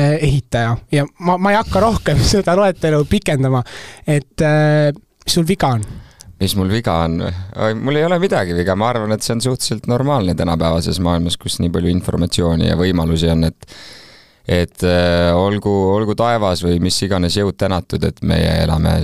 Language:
Estonian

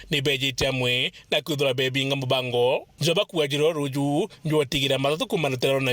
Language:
Meru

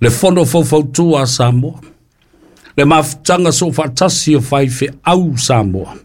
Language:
Samoan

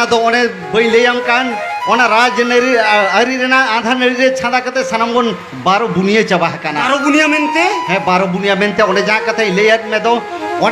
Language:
Santali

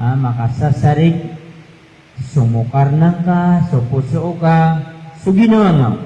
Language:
Maranao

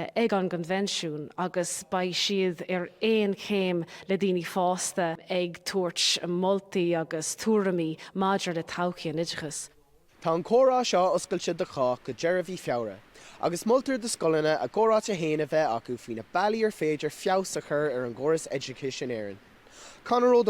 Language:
Irish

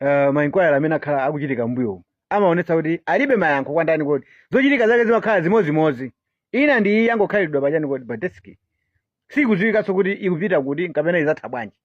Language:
Nyanja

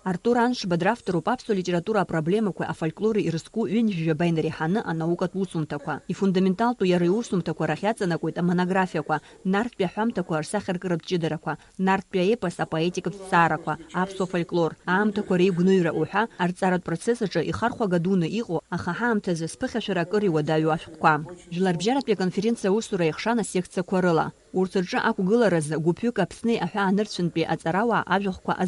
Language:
Abkhazian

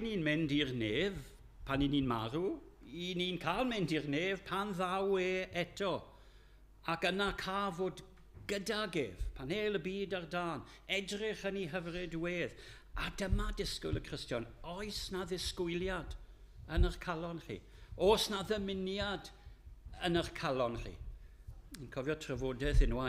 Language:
Welsh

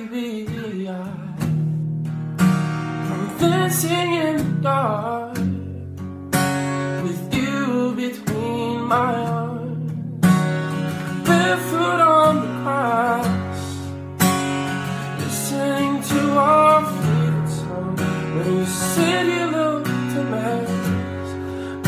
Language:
English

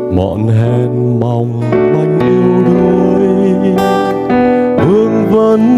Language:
Vietnamese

